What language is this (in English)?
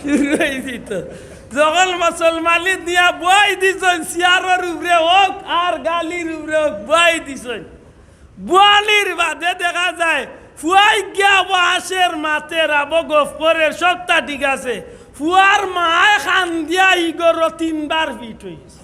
Sylheti